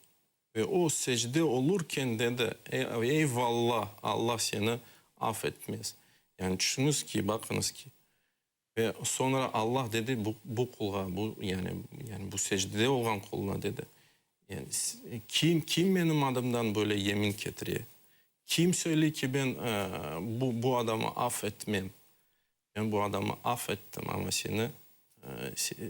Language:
Crimean Tatar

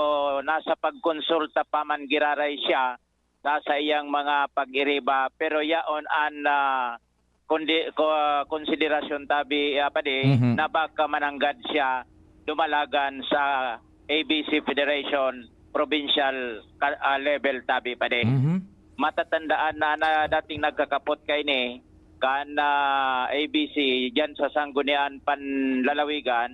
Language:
Bikol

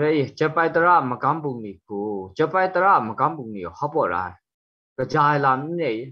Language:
Kachin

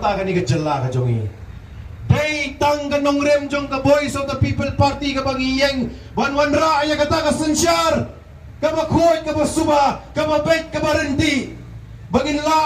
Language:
Khasi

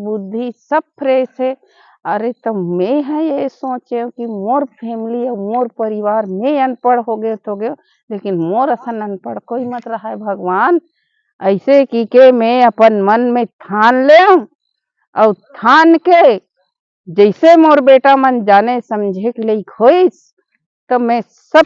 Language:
Chhattisgarhi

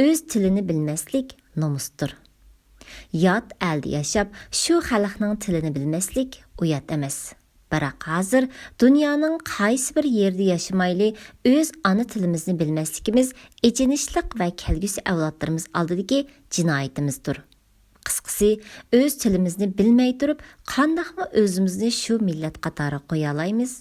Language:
Uyghur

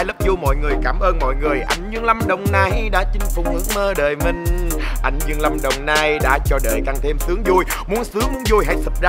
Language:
Vietnamese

